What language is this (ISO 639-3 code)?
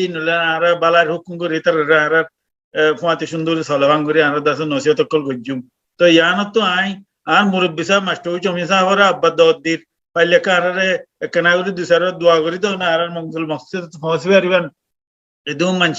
rhg